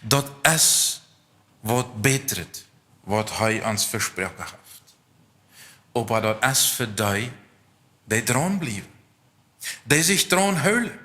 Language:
Plautdietsch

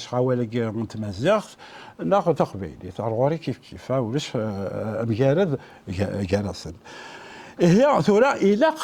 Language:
Kabyle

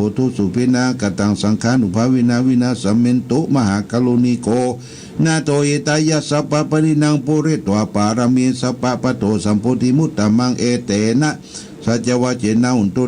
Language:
Pali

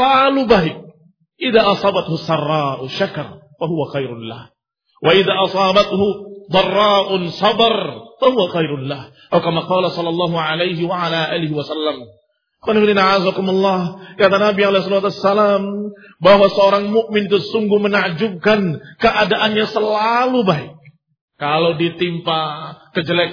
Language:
Indonesian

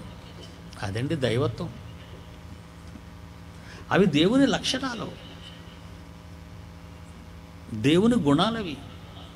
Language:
Telugu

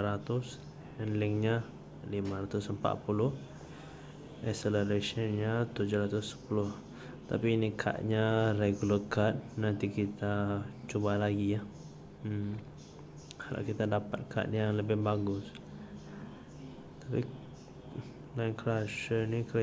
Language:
Malay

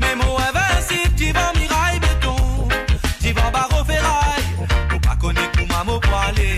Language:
Morisyen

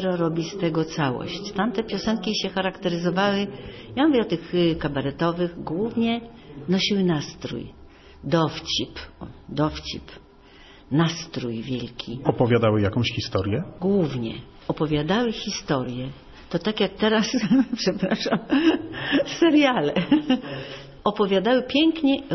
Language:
Polish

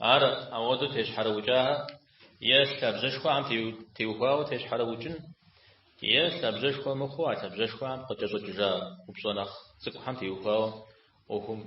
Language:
Kabardian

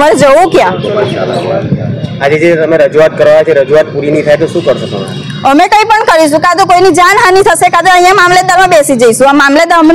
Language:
Gujarati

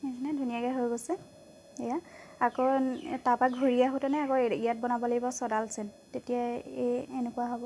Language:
Assamese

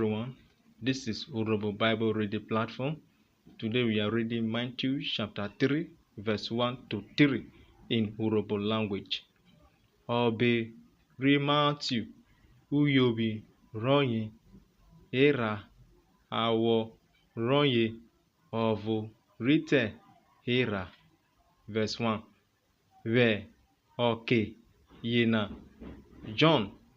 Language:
Urhobo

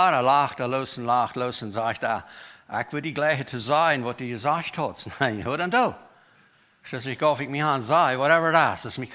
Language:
Plautdietsch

